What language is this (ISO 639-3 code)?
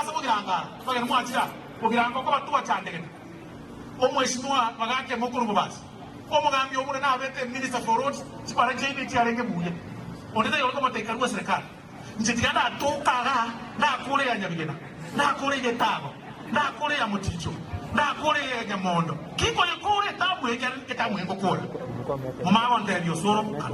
guz